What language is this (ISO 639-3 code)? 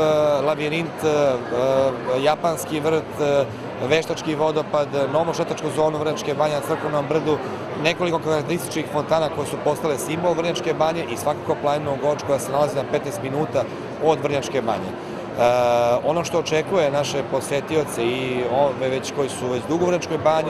srp